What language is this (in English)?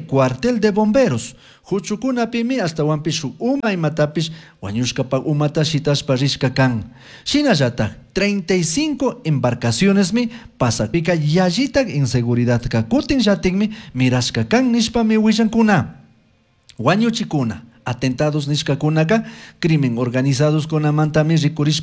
Chimborazo Highland Quichua